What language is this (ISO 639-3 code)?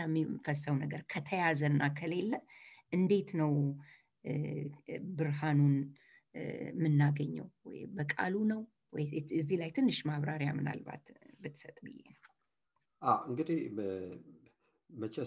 amh